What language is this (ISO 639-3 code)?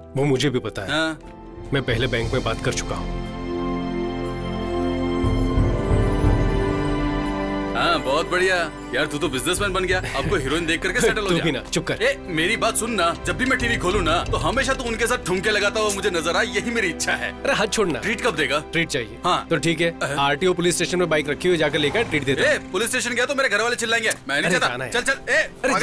hin